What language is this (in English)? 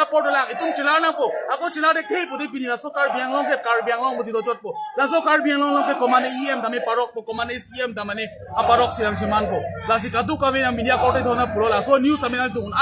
Karbi